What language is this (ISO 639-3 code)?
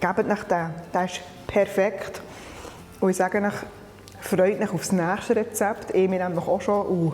gsw